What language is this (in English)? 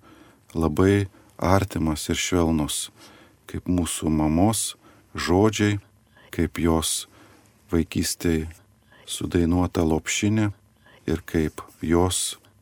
Lithuanian